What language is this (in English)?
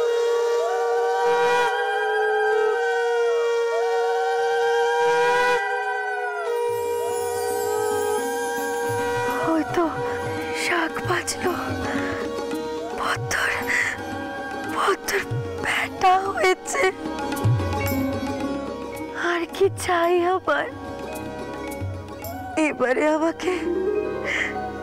Bangla